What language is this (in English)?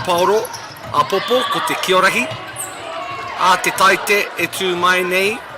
Māori